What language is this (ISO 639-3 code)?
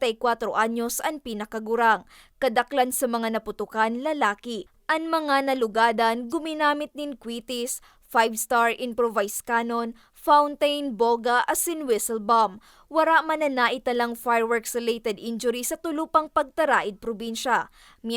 bik